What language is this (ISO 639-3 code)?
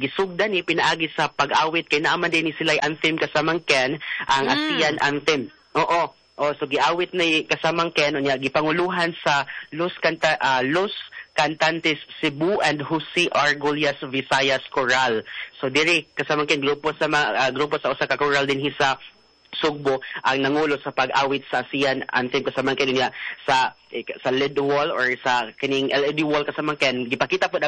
ceb